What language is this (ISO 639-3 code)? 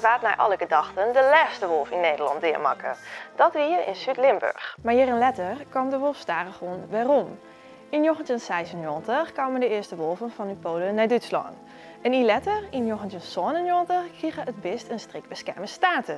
fry